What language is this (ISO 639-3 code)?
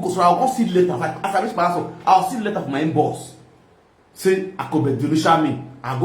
pcm